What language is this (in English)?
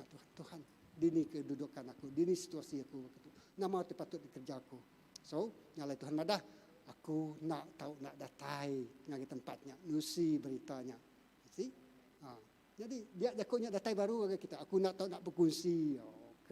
Iban